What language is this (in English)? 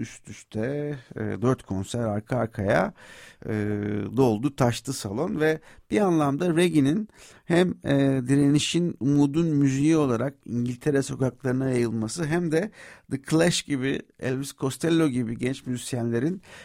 Turkish